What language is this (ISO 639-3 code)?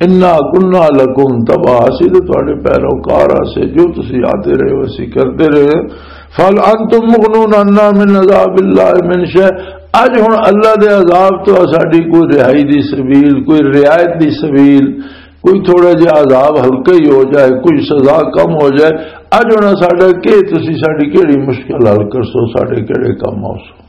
lah